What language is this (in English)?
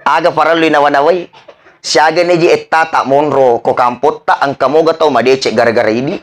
Buginese